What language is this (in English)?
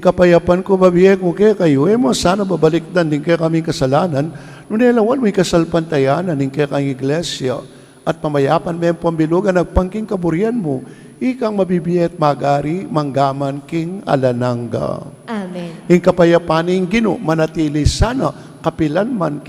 Pampanga